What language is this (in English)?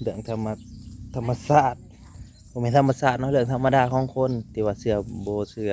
Lao